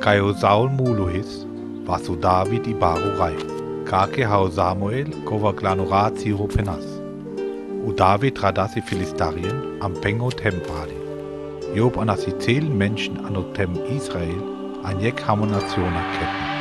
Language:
Sinte Romani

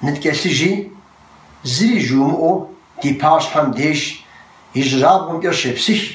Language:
Kabardian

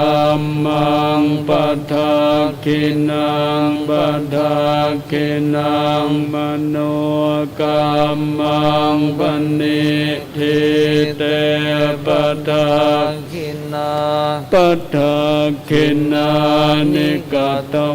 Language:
Pali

